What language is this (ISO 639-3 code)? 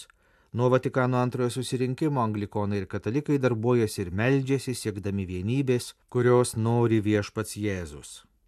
lit